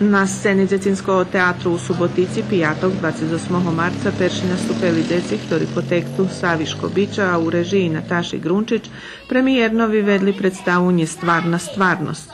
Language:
Rusyn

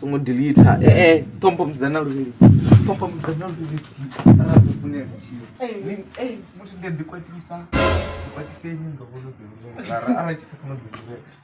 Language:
Venda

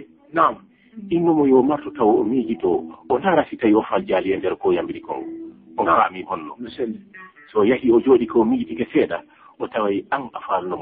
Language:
Fula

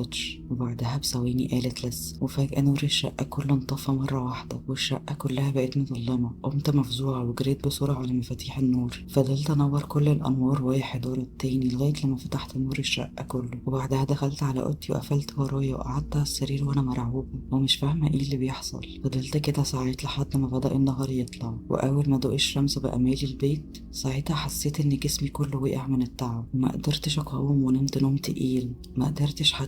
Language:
Egyptian Arabic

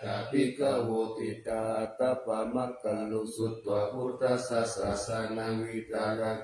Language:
Pali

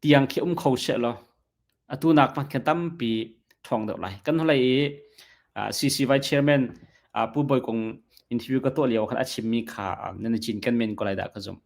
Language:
Hakha Chin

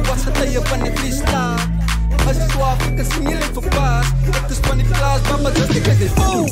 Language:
Afrikaans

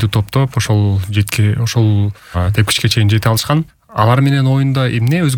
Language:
Kyrgyz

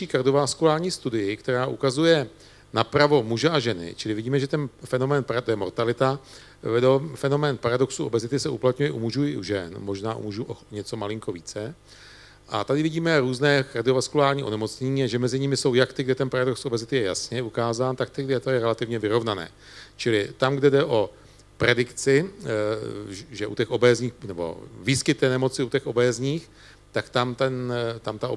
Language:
Czech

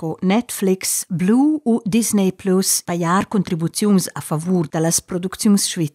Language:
Romansh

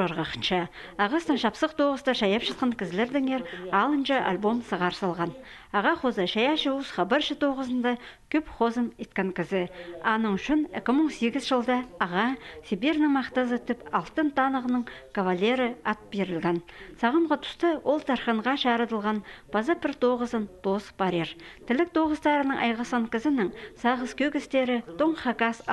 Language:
Khakas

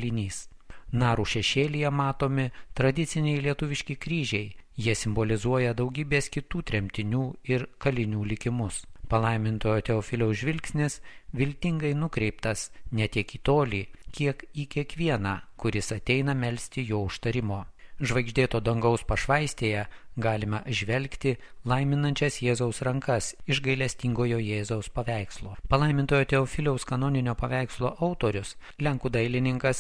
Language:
Lithuanian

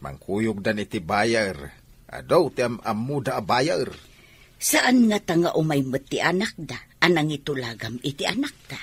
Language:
Iloko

